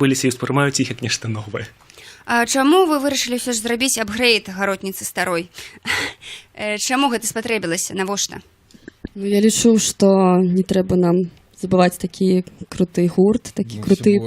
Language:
Belarusian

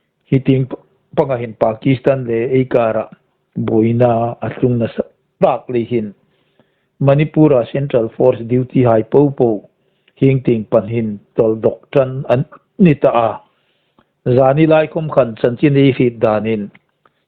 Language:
Hmar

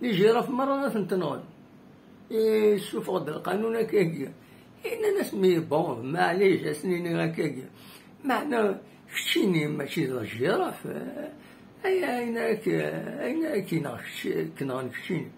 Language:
Kabyle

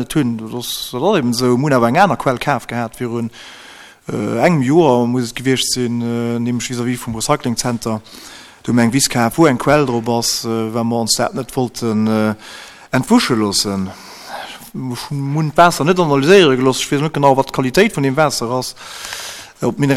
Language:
Luxembourgish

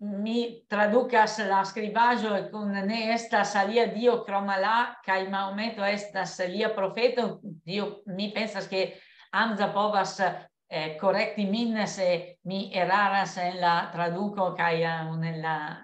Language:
Esperanto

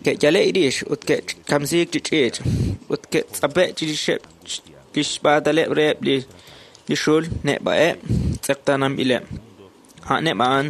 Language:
Kekchí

